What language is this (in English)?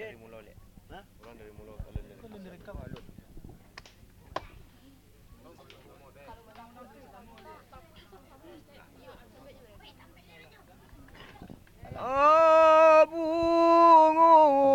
Malay